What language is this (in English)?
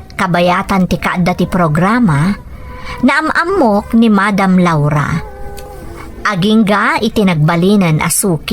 Iloko